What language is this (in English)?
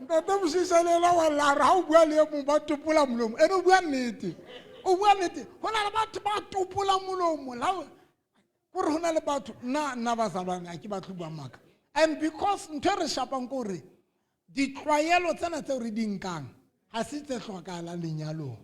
Southern Sotho